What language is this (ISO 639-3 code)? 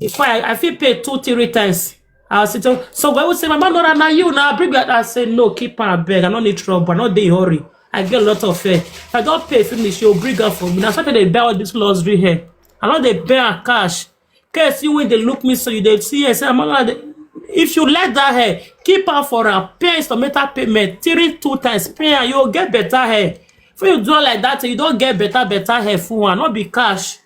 pcm